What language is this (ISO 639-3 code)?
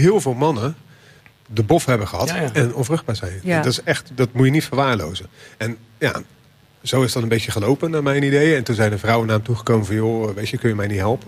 nld